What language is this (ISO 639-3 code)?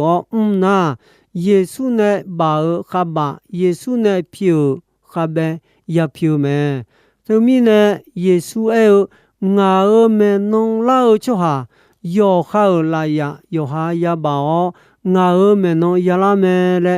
ahk